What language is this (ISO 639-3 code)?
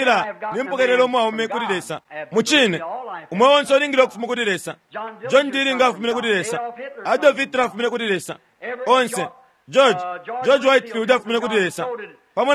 bem